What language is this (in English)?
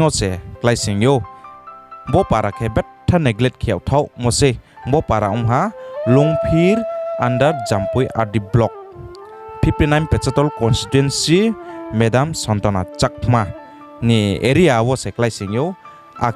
Riang (India)